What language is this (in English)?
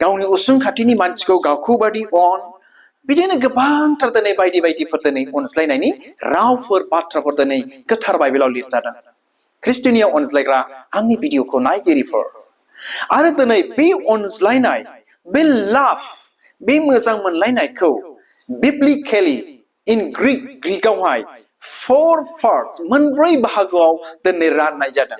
Bodo